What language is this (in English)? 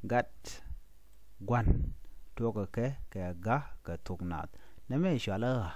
Nuer